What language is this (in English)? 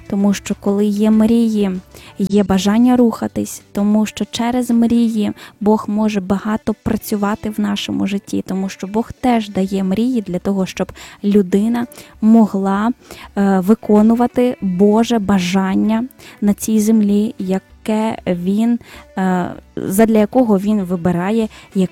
Ukrainian